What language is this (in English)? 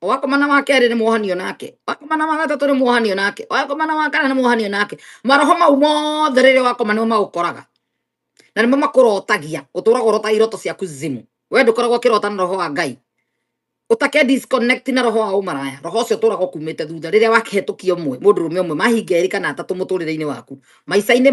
Kikuyu